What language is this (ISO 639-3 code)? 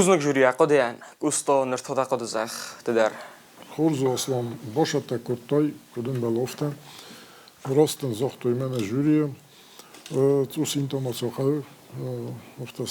oss